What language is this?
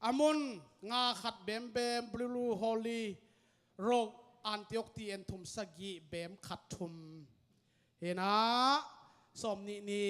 Tedim Chin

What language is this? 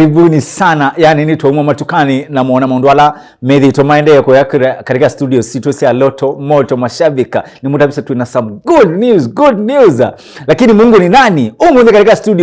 Kamba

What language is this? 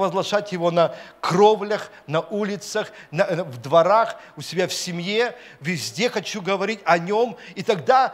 Russian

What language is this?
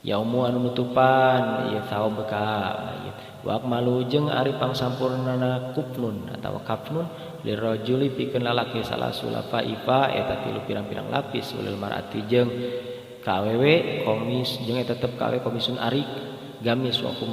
Sundanese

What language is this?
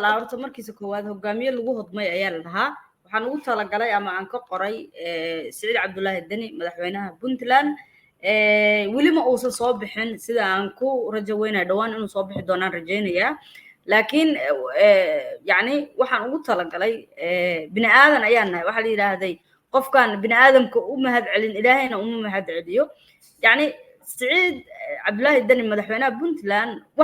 Somali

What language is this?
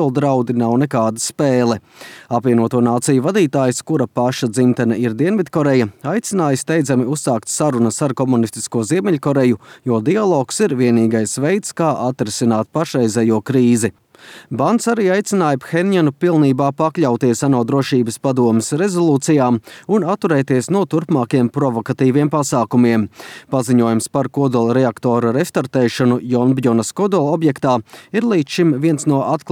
Latvian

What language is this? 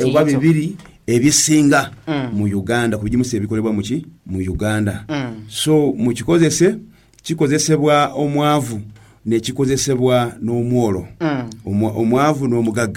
Nyoro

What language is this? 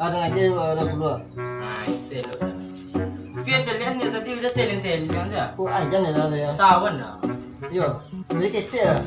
Minangkabau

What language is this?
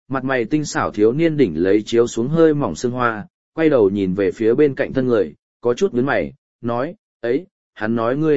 Vietnamese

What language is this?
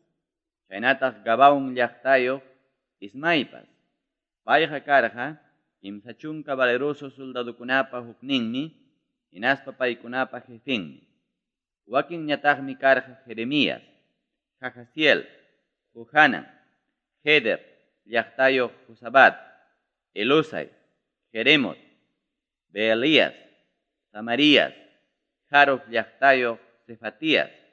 Ayacucho Quechua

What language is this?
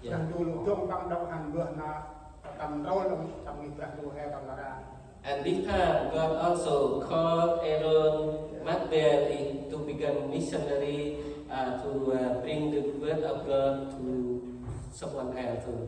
Central Mnong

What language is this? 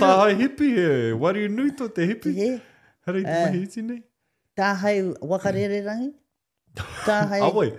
Māori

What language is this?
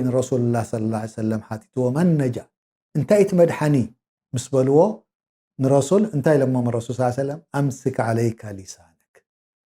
Tigrinya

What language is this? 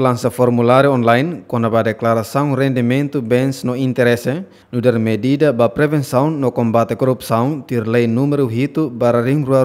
Tetum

